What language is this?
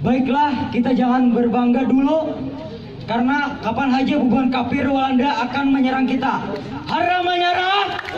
Banjar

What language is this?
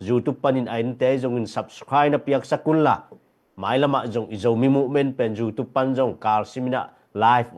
Tedim Chin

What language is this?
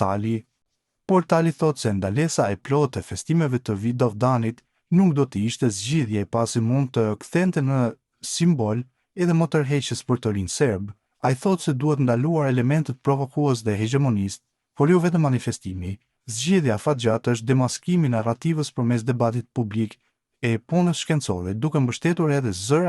Albanian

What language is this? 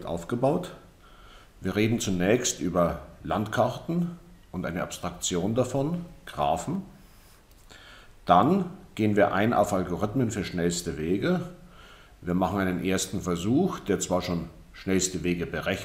German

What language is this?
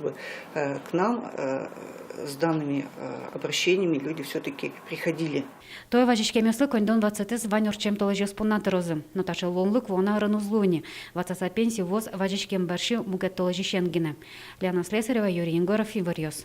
Udmurt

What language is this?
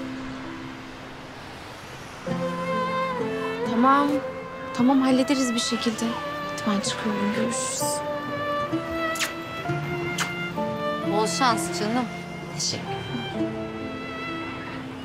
Turkish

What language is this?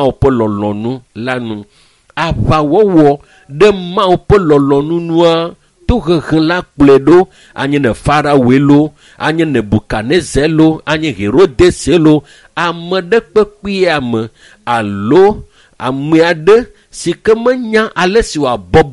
Ewe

